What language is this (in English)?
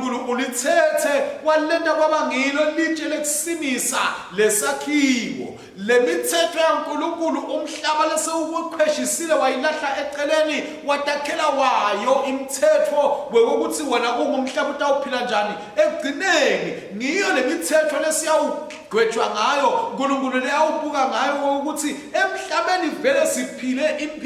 Swati